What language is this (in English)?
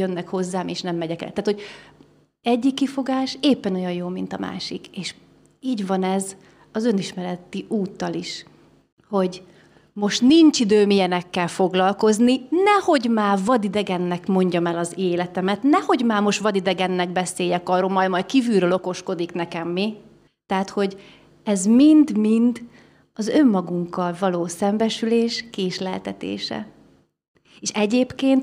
Hungarian